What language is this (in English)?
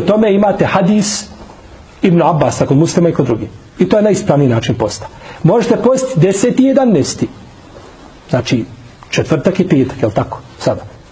Bosnian